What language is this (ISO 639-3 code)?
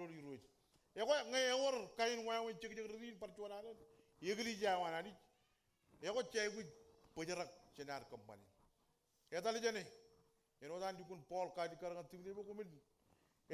mah